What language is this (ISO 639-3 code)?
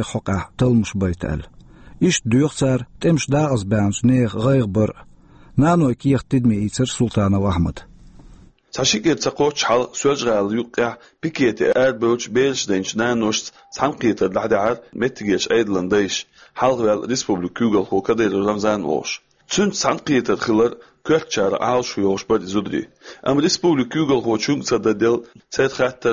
che